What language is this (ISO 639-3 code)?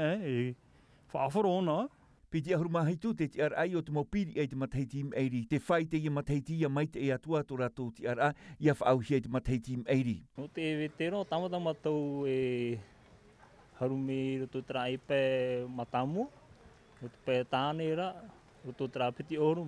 tah